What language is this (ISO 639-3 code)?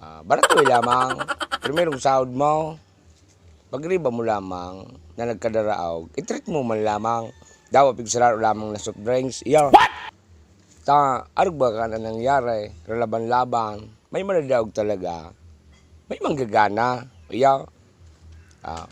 bik